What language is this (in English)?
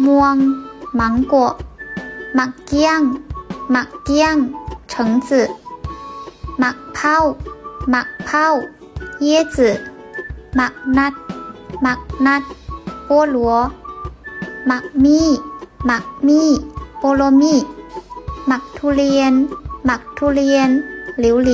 Lao